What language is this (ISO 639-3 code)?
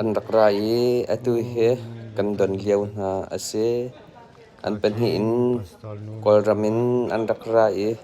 cnh